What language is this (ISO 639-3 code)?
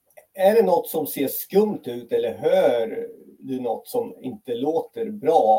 swe